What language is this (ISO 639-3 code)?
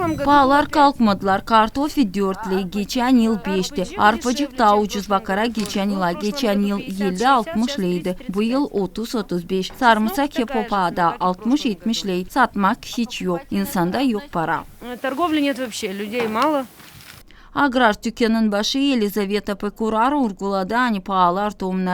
gag